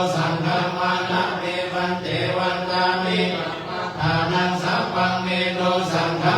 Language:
Pali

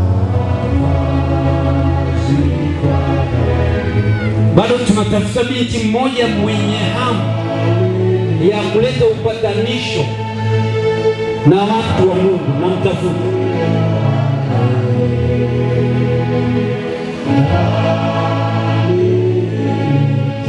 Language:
Swahili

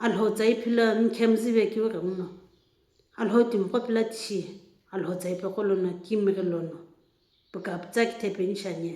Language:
Sumi Naga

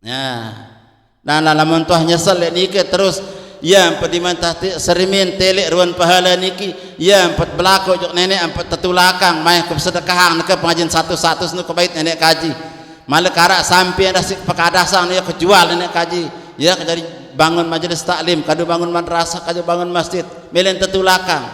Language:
Sasak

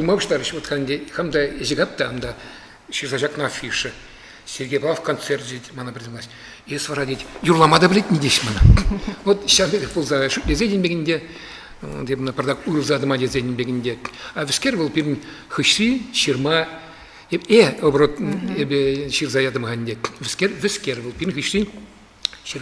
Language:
Chuvash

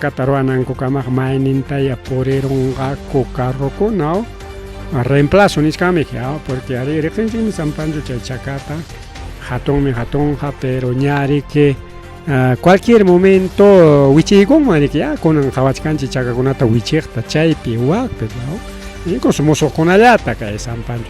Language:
Ayacucho Quechua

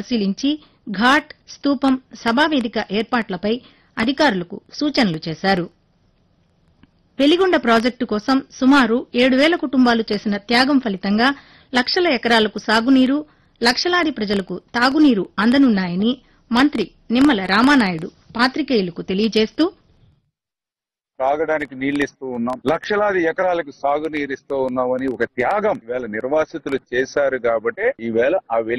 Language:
Telugu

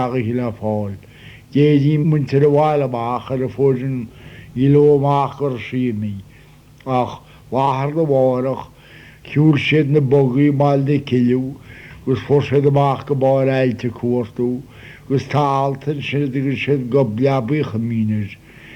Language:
Irish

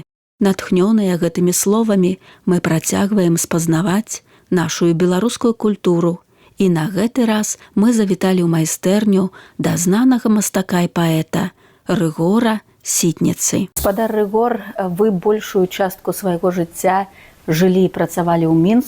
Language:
Belarusian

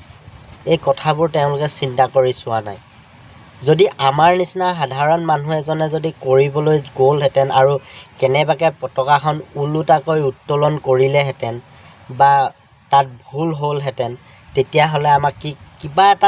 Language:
Assamese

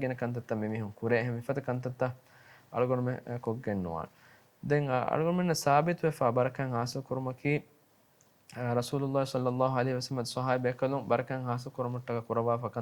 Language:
Divehi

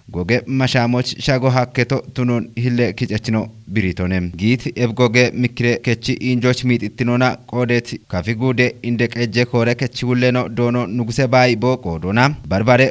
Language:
Kafa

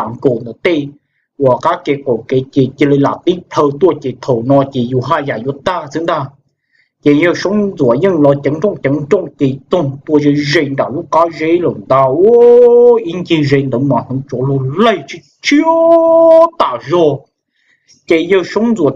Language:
Hmong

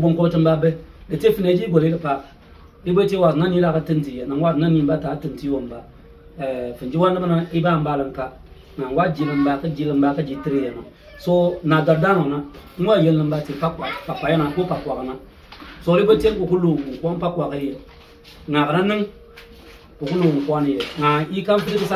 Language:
Bimoba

